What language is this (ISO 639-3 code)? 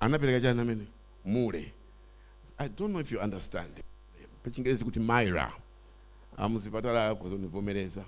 nya